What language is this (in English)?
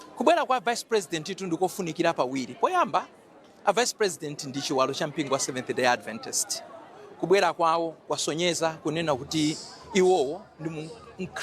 Nyanja